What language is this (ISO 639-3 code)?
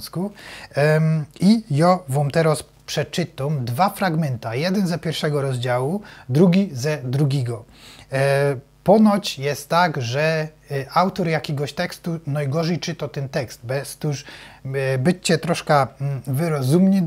szl